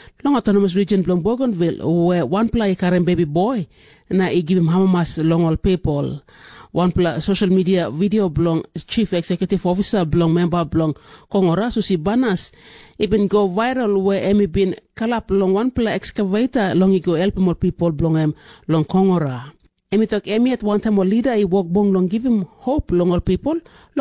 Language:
Tok Pisin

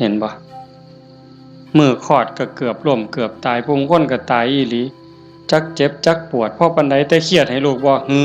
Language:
Northeastern Thai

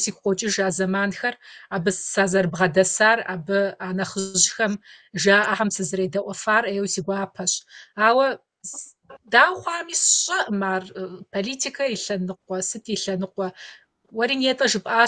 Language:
Kabardian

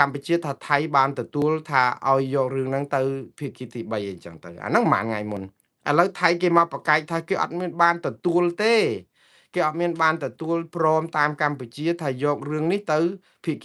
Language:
Khmer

